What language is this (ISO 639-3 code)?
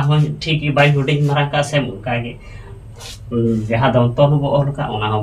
sat